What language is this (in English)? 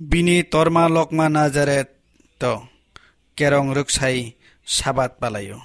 Kok Borok